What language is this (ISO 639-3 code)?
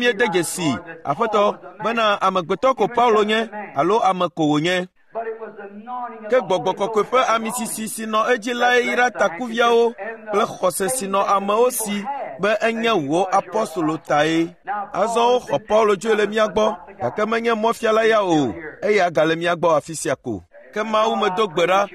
ewe